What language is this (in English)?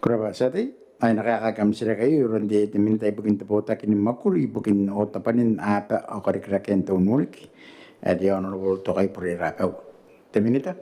Gilbertese